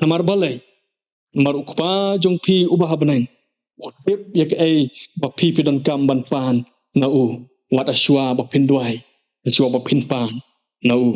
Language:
Khasi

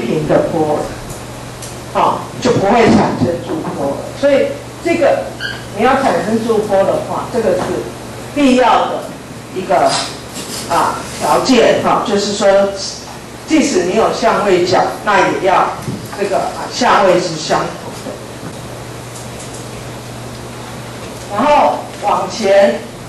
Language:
Chinese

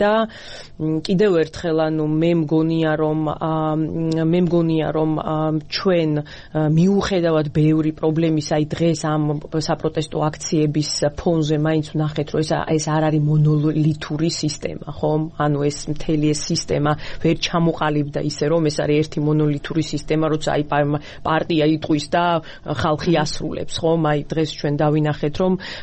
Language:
Georgian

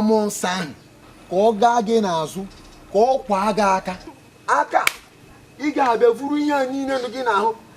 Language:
Igbo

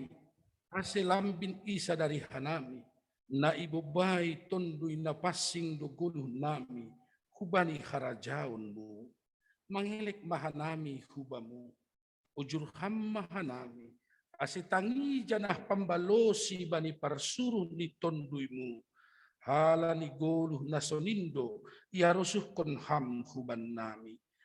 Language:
Batak Simalungun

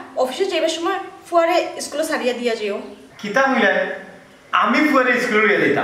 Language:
Sylheti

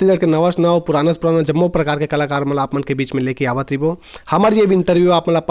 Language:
Chhattisgarhi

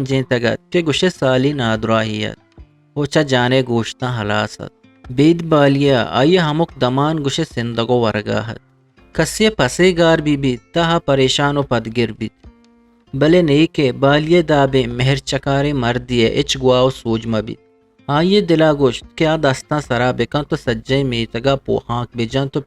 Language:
Eastern Balochi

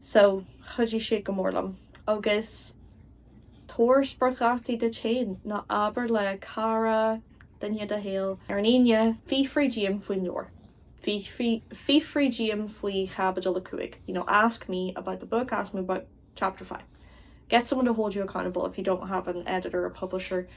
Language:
Irish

